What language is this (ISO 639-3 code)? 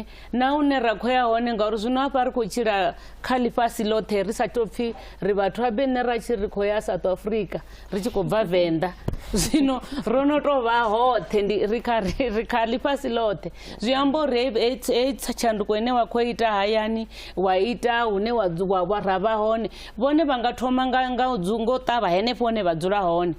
ven